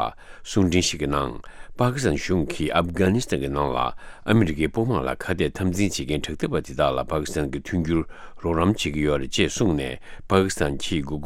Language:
Tibetan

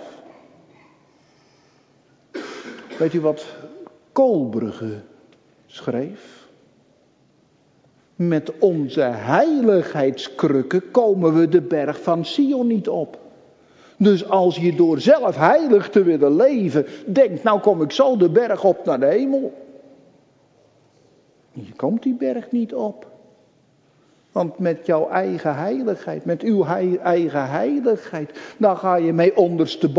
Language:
Dutch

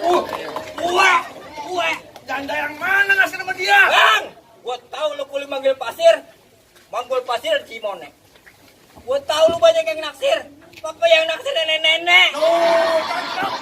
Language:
Betawi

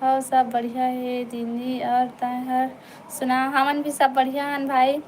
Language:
Chhattisgarhi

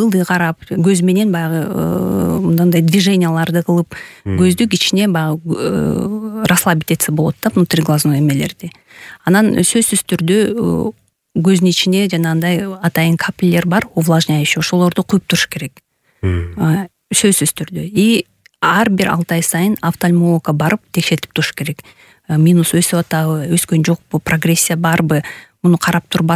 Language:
Kyrgyz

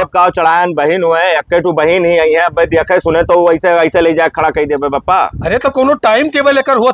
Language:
Awadhi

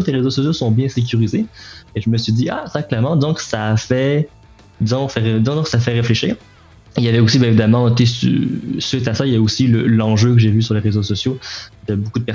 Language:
French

